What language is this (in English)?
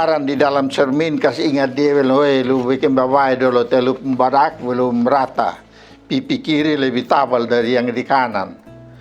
Kupang Malay